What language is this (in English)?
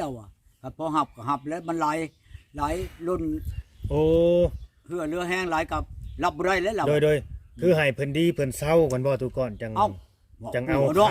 Lao